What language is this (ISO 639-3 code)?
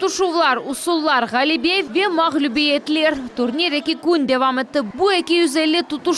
crh